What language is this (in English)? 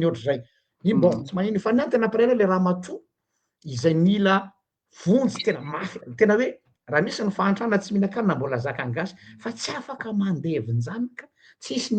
Malagasy